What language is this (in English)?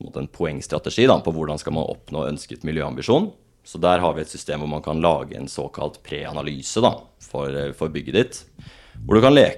Norwegian